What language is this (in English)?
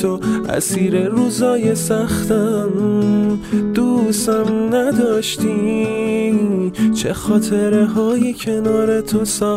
Persian